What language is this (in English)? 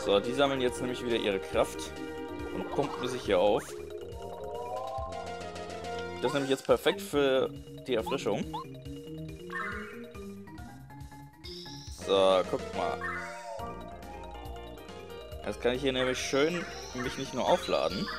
German